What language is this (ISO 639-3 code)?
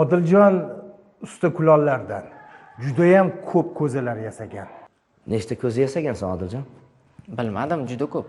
uzb